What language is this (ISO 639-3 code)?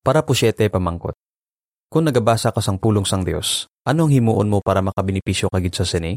hil